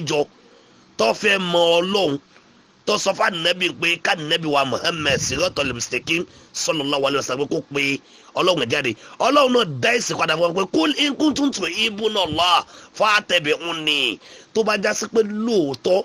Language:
Yoruba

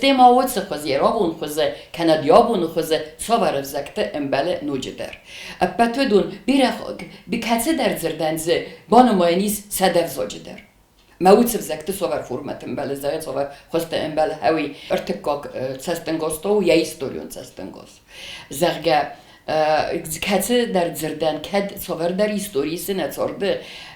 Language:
Ossetic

